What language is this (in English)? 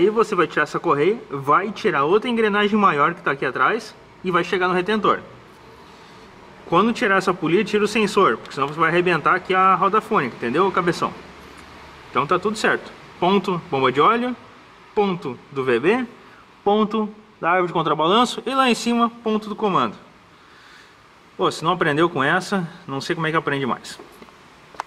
Portuguese